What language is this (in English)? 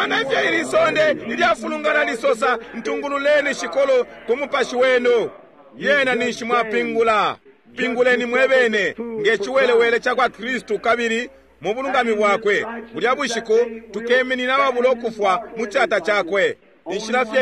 Bemba